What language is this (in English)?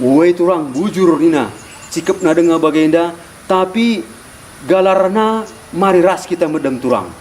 Batak Karo